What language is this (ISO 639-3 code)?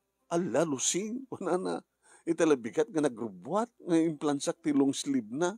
ilo